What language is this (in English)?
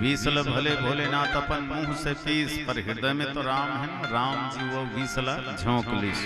Chhattisgarhi